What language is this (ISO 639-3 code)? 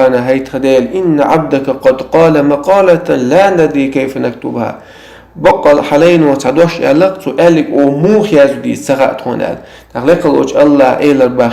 che